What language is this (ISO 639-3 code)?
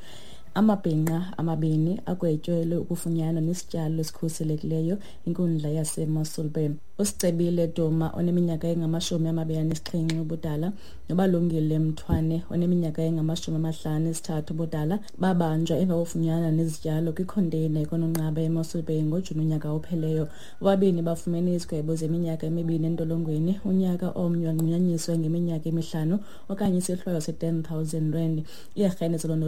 xho